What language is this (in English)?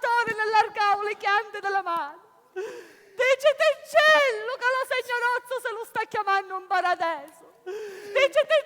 Sicilian